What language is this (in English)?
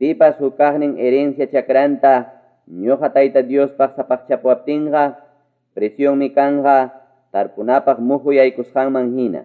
Ayacucho Quechua